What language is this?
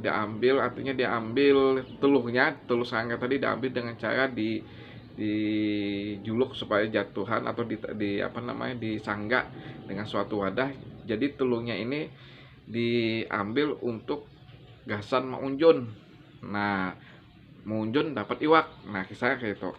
Banjar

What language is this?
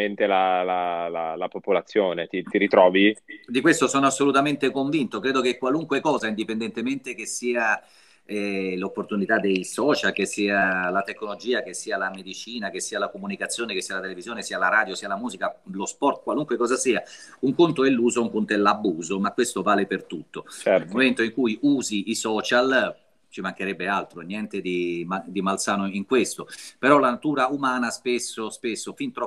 Italian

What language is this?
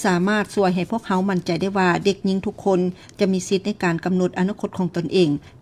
Lao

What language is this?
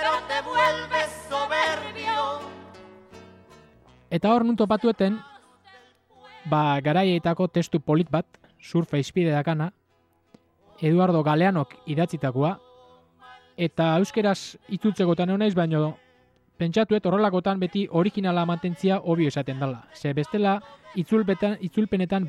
Basque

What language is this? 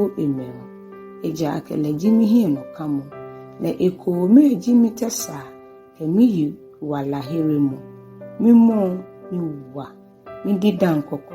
Ga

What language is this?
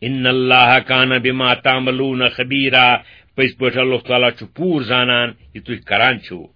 Kashmiri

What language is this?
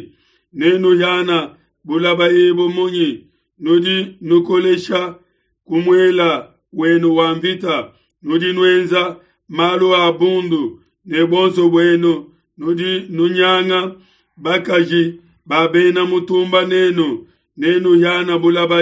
Luba-Lulua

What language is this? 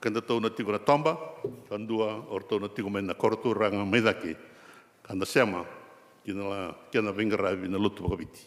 Fijian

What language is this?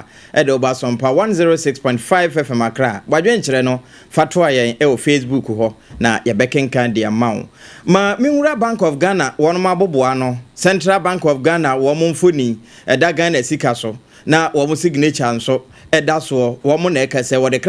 Akan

